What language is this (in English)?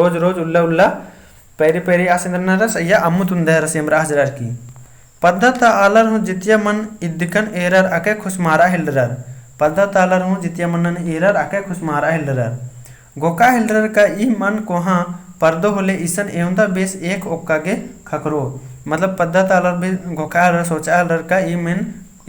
Kurukh